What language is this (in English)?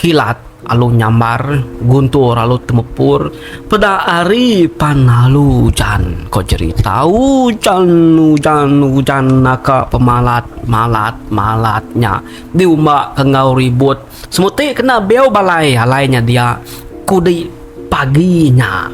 Iban